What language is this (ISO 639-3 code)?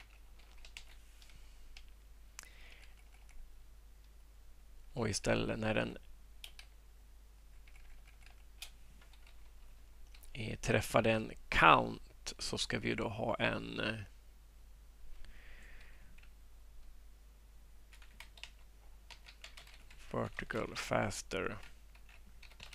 swe